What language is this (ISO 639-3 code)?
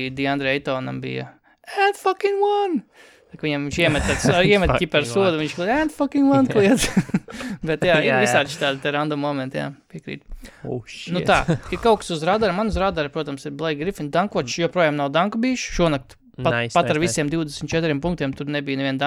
lav